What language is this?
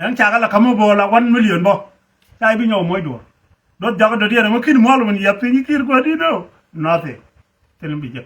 Nuer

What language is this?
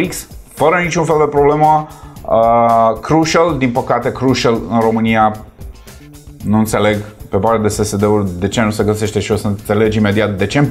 Romanian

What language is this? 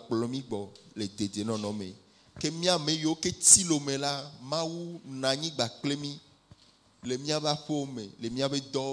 Ewe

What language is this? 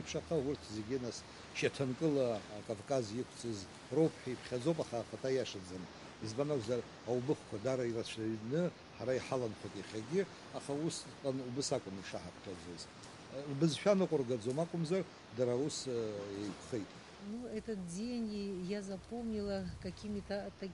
Abkhazian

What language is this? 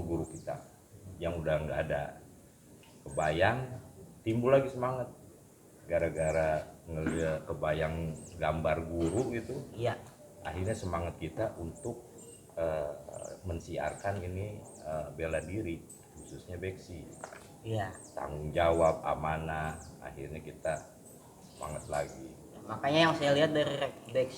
Betawi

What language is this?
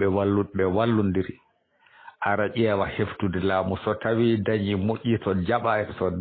Fula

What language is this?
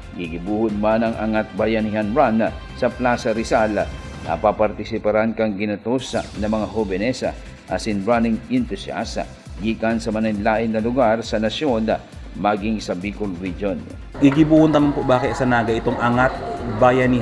Bikol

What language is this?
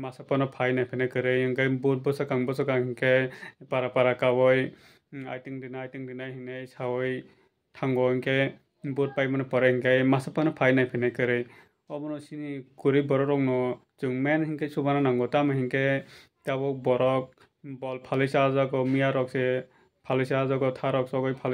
Kok Borok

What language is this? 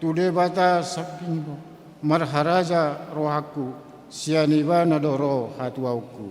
Batak Toba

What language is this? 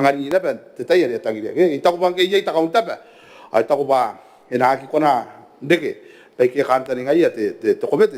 Gilbertese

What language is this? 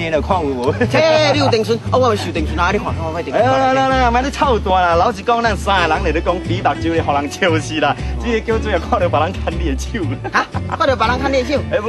Min Nan Chinese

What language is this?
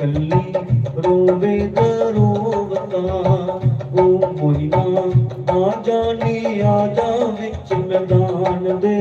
Dogri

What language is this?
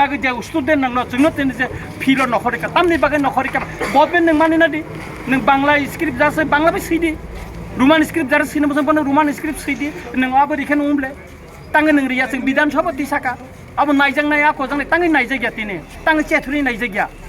Kok Borok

